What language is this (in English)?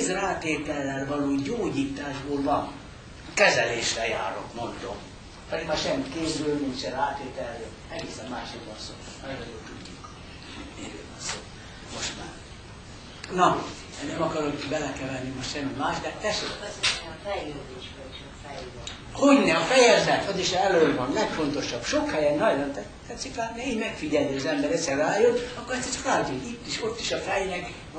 Hungarian